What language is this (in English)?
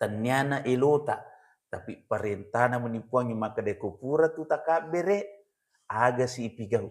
Buginese